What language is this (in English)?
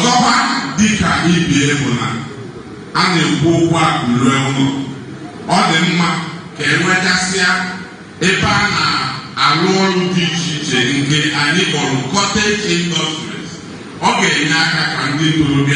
Igbo